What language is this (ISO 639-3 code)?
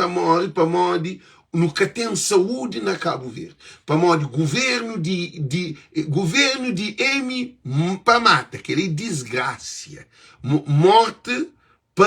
kea